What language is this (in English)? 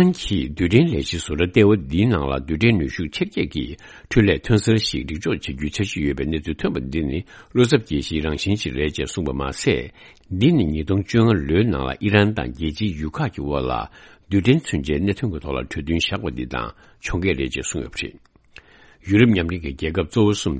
Tibetan